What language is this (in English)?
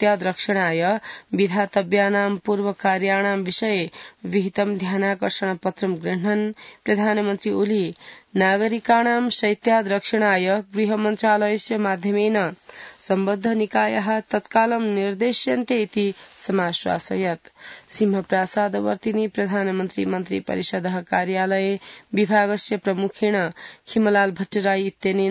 Sanskrit